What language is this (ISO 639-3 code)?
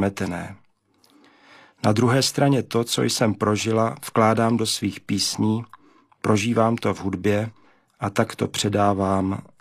ces